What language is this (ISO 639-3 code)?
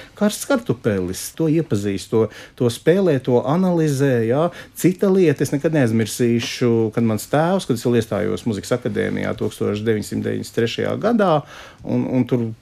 lav